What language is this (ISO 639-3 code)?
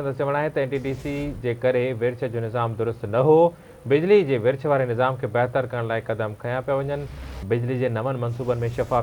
snd